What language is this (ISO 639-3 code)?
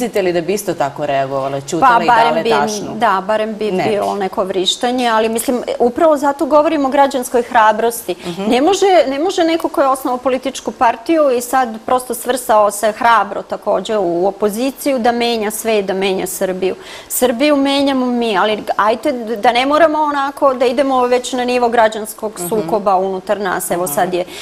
srp